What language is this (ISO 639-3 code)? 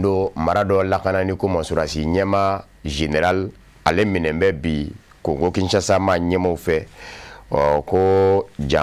bam